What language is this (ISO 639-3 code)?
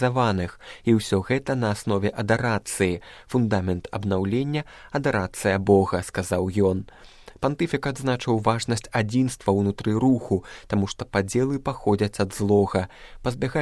bel